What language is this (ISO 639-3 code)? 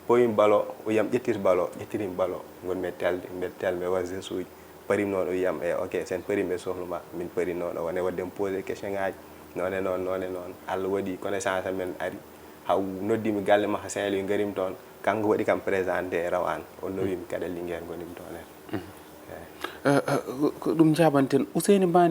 ful